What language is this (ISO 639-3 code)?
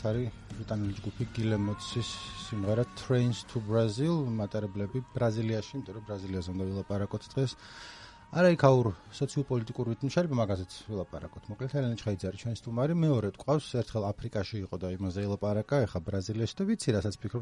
kat